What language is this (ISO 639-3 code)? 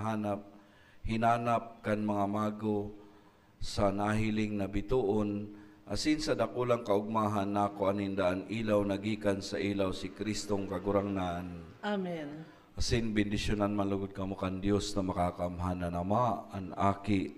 bik